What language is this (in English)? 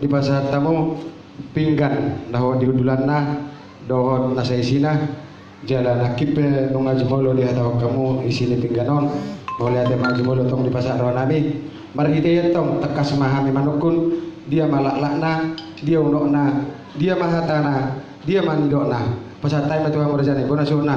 Batak Toba